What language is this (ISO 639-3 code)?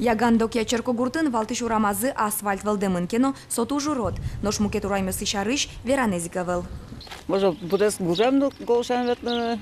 udm